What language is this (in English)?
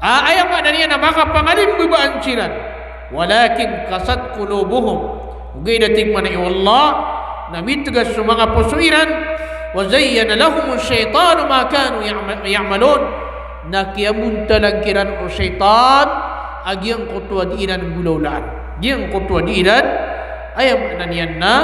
Maranao